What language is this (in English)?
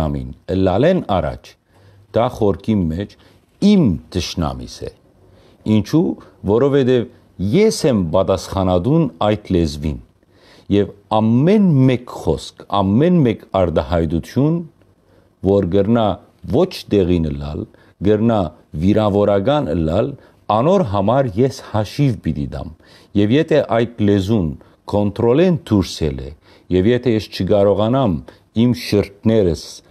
Western Armenian